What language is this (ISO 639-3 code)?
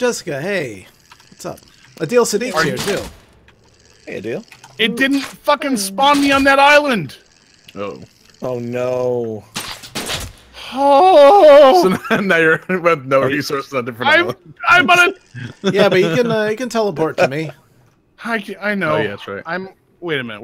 eng